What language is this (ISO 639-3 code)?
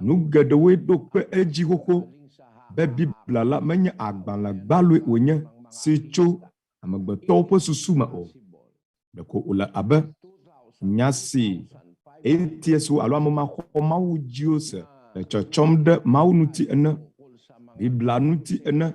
ewe